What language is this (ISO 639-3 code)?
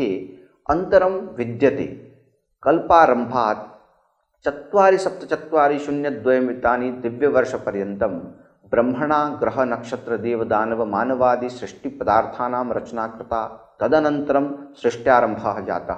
san